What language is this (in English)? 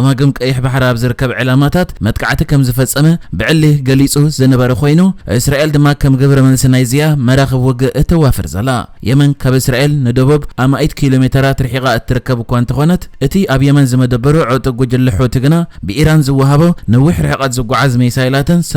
Tigrinya